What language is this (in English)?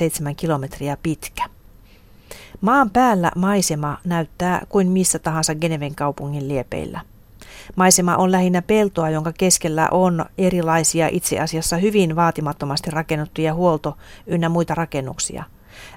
Finnish